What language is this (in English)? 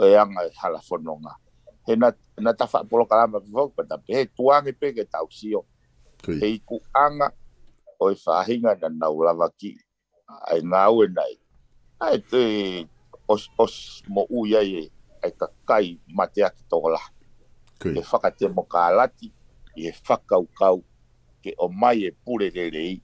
Tongan